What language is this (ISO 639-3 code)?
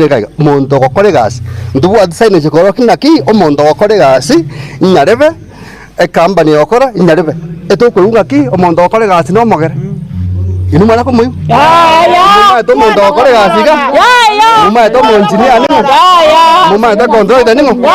guz